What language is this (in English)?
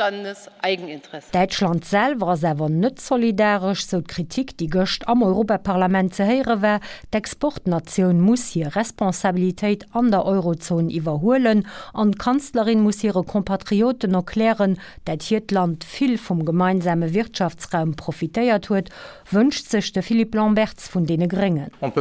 Luxembourgish